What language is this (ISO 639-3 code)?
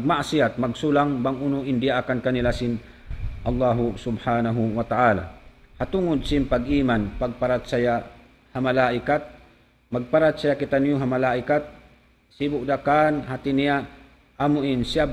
tsg